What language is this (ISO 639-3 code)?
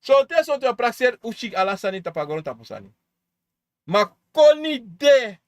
srn